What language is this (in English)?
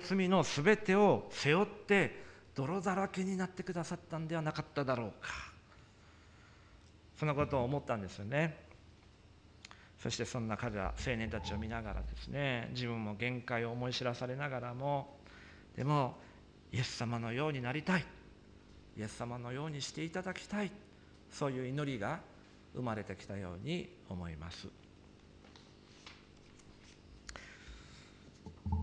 Japanese